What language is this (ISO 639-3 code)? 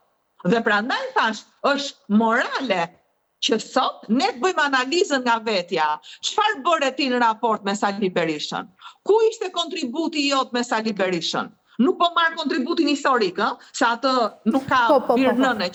sqi